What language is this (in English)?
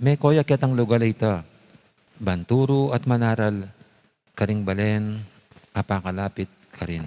Pampanga